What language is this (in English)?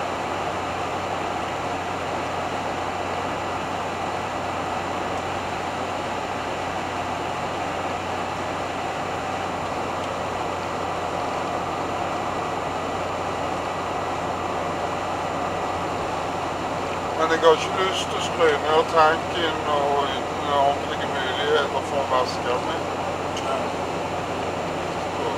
Norwegian